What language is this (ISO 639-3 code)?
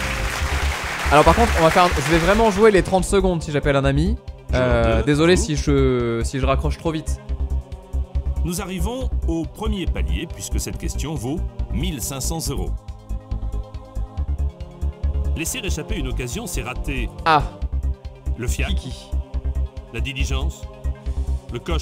fra